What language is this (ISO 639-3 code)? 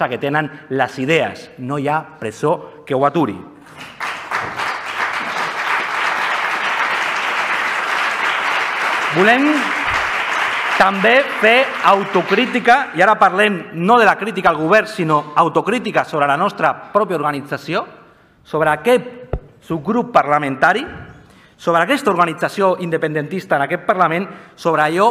cat